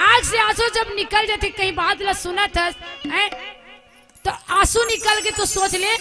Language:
Chhattisgarhi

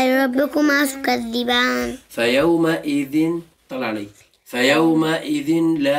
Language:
Arabic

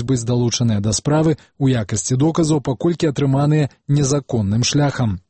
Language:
Belarusian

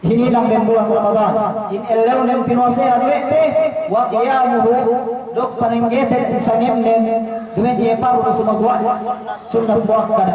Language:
Yakan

